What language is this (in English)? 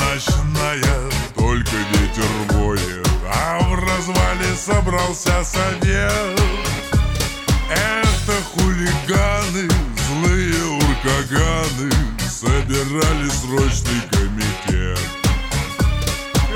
Russian